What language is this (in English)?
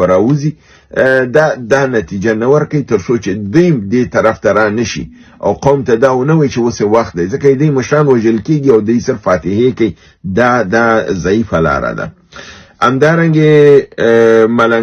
Pashto